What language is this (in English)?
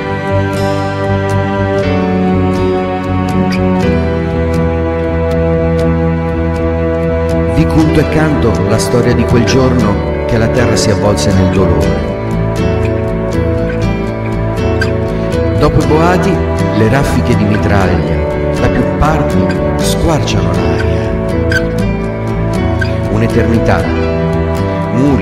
Italian